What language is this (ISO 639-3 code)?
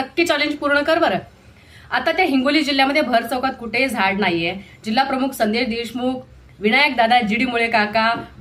mar